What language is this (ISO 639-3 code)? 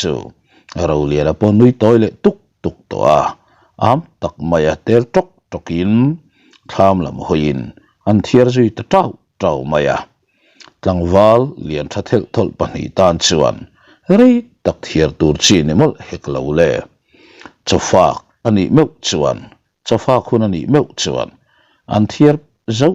lus